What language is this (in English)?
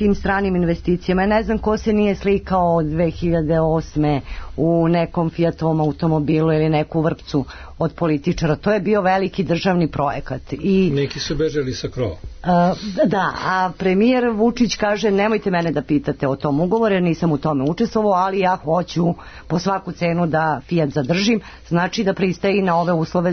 Serbian